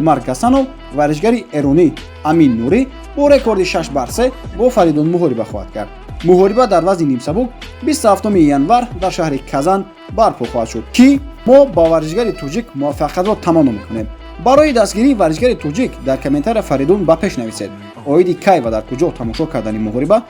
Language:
Tajik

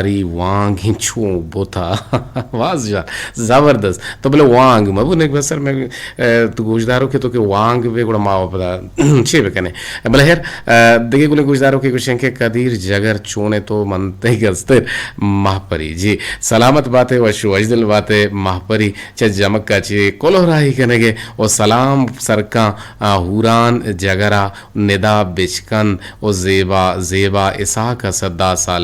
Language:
Eastern Balochi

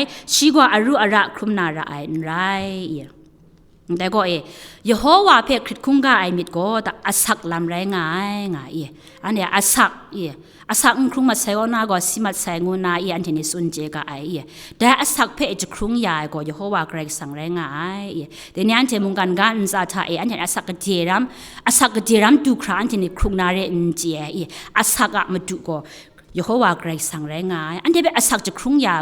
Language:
Kachin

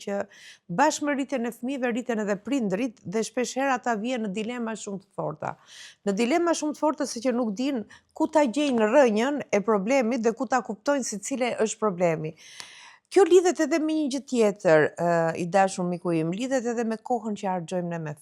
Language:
Albanian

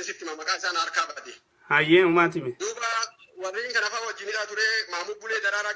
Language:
Oromo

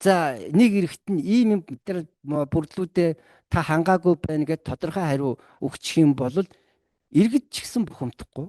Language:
Mongolian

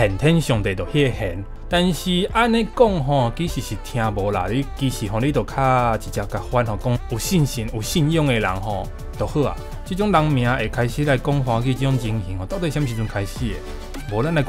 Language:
Min Nan Chinese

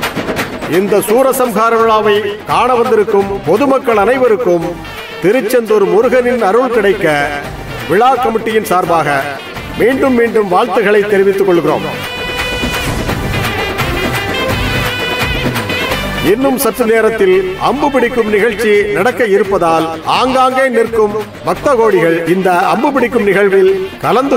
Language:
Tamil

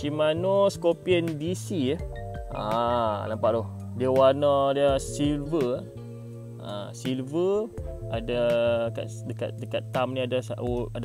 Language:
Malay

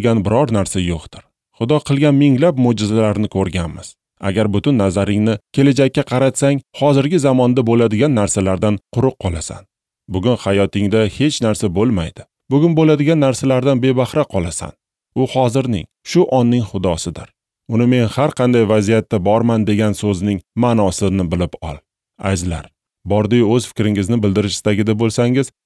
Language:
Uzbek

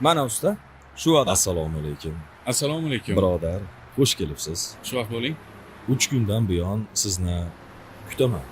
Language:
Uzbek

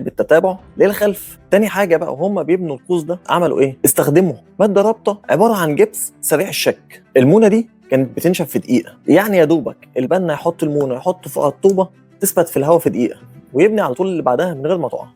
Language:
Egyptian Arabic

